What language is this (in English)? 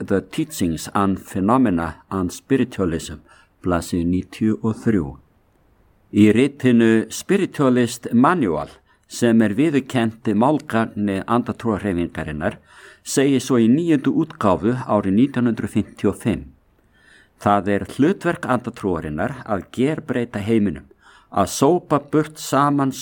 Icelandic